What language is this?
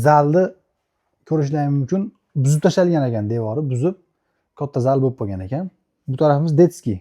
Uzbek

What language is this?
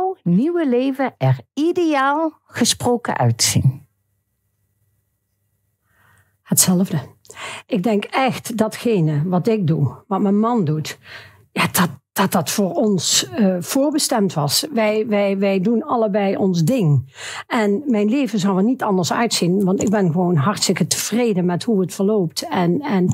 Dutch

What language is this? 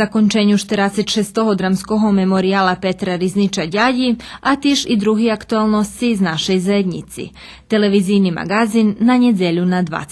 Rusyn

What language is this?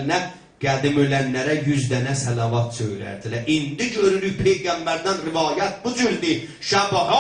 South Azerbaijani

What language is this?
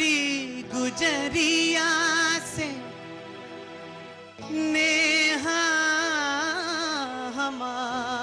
Bhojpuri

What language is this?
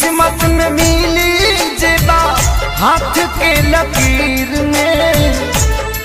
Bhojpuri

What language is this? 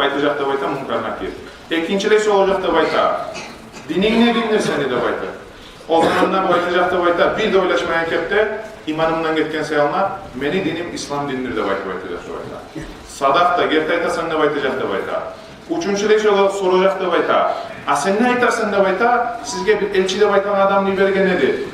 Kumyk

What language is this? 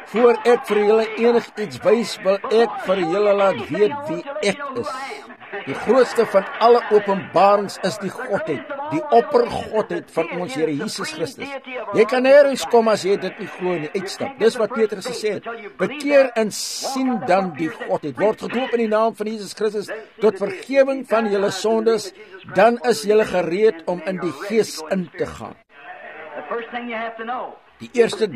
Afrikaans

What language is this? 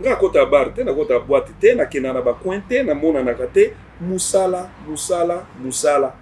Lingala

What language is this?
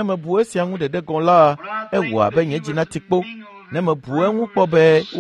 Ewe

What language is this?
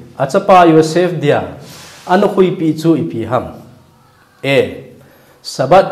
Thado Chin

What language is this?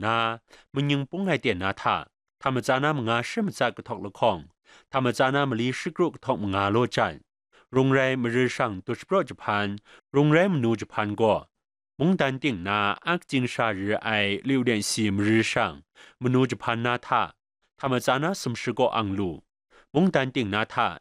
Kachin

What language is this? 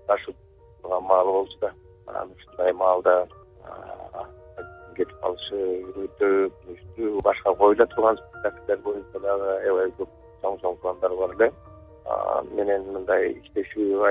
Kyrgyz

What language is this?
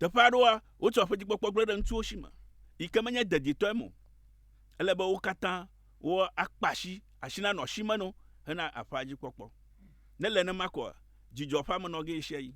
Ewe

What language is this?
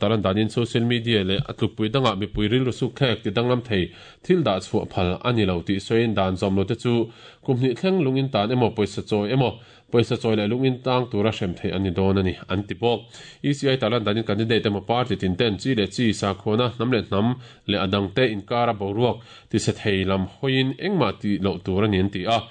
Mizo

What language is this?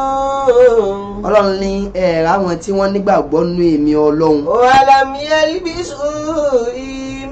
Yoruba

